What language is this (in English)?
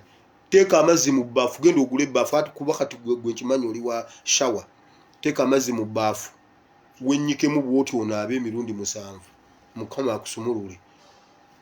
Ganda